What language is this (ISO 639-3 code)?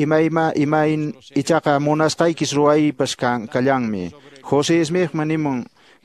que